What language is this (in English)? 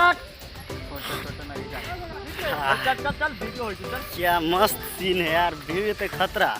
Maithili